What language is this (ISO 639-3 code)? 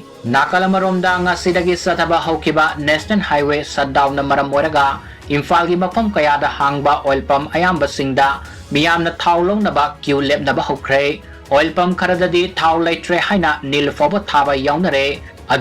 mni